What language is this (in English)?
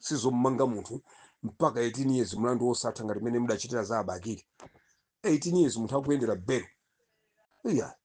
Nyanja